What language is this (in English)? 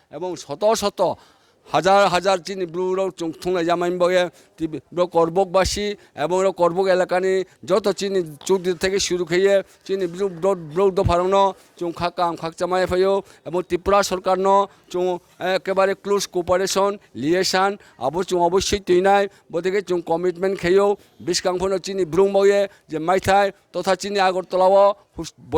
Riang (India)